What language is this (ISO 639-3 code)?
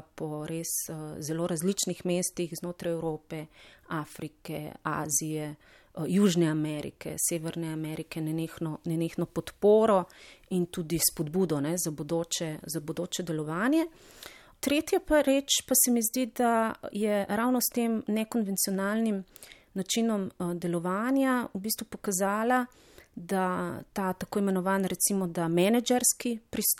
slv